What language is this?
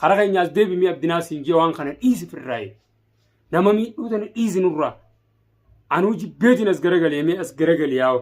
Oromo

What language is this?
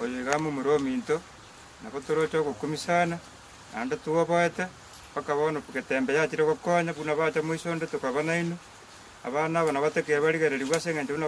Gusii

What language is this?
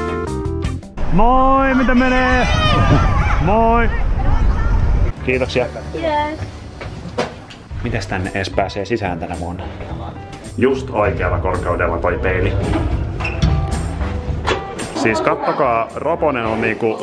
Finnish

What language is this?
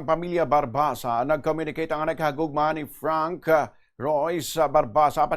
Hiligaynon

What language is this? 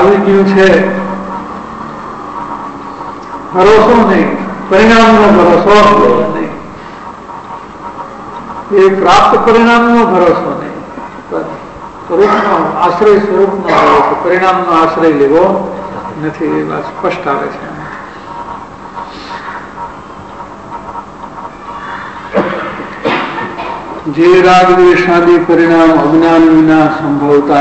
Gujarati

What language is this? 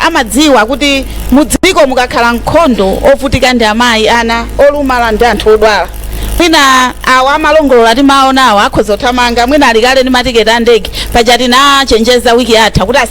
Nyanja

